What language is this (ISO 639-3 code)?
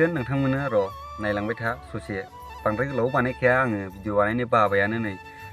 brx